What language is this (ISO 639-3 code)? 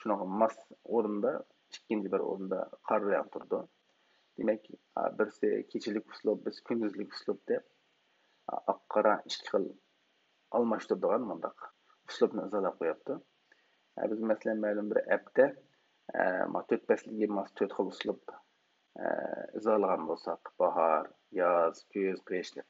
uig